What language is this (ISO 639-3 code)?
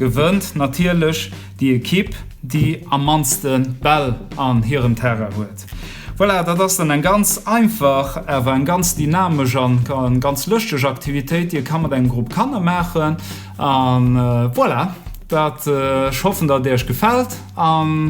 ltz